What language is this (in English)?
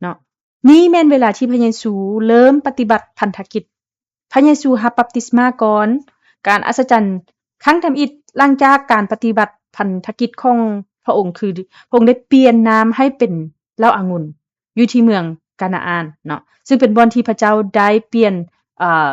Lao